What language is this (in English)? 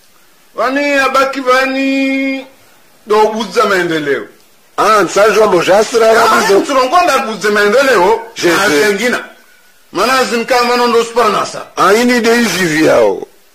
Swahili